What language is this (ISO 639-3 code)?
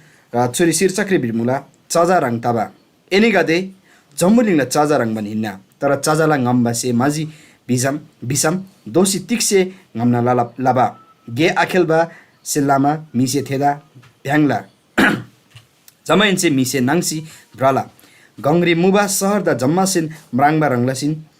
taj